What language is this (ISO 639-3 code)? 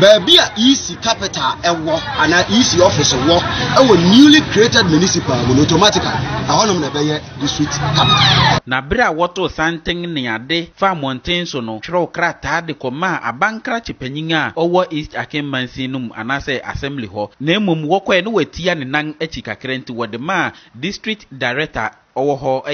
aka